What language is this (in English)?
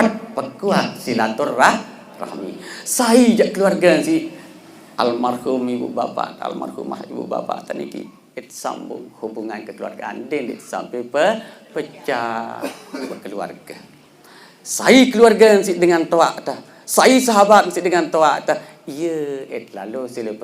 Sasak